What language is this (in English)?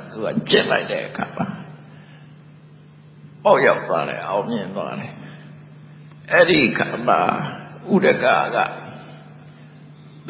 Burmese